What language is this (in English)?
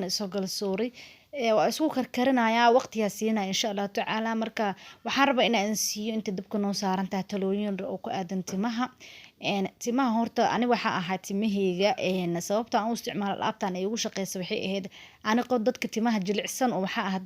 Somali